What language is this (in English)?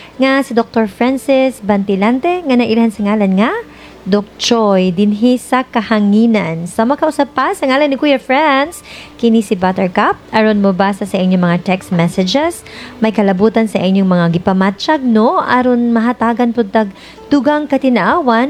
Cebuano